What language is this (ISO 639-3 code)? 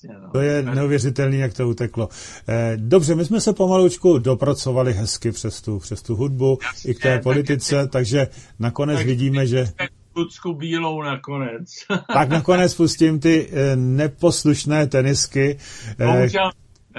ces